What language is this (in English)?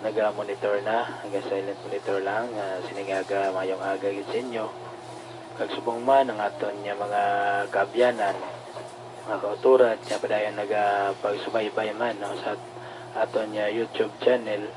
Hiligaynon